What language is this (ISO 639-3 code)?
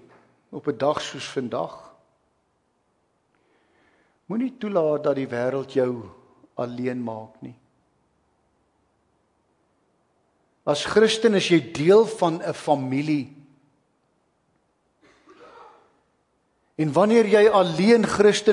afr